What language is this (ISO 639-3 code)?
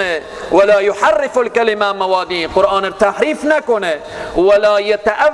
fas